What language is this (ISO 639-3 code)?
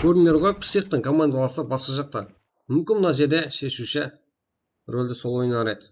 kaa